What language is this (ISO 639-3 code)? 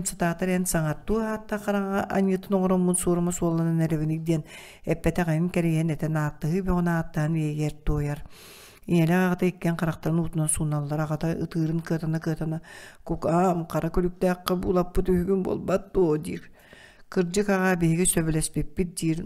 sah